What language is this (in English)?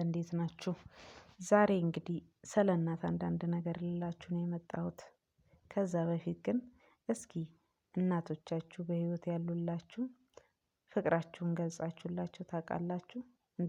Amharic